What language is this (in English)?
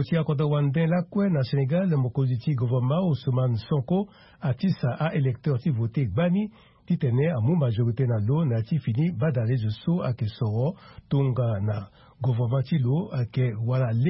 Sango